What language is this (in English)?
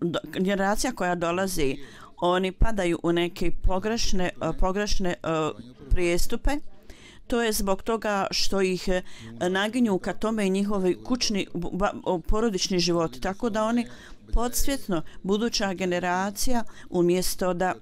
Bosnian